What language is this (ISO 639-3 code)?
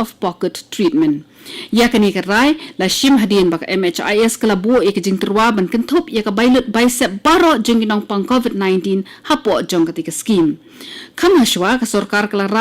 kha